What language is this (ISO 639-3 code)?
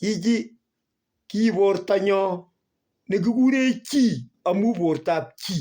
kln